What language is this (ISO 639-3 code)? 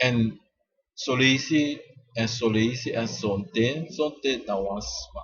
srn